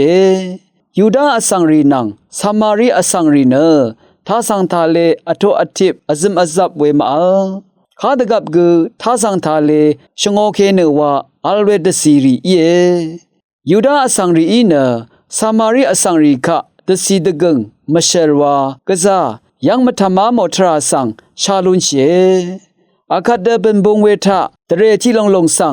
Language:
Rawang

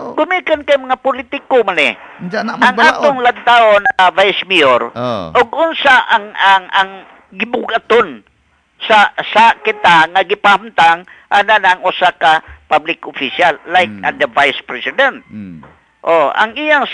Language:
Cebuano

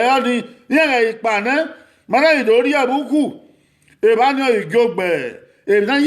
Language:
Bini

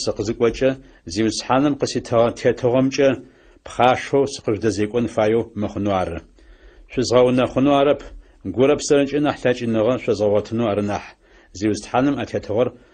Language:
Adyghe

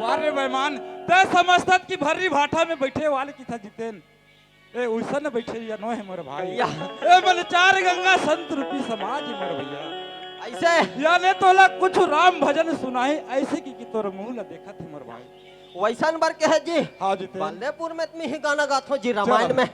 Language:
Chhattisgarhi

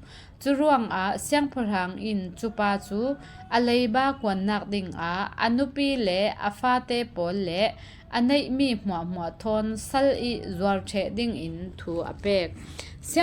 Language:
Falam Chin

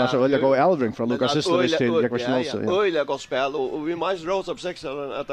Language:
Faroese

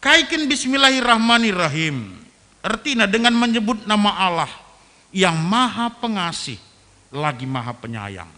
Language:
Batak Karo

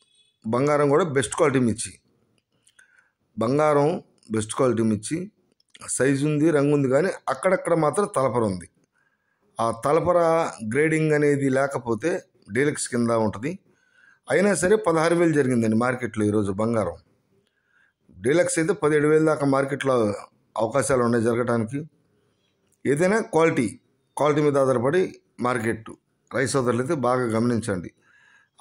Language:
Telugu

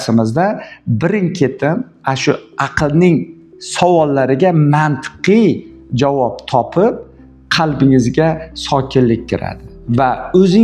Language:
Uzbek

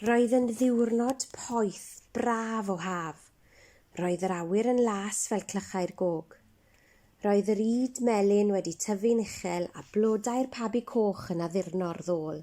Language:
Welsh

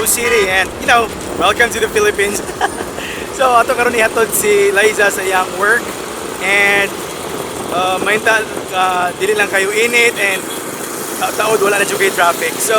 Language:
Cebuano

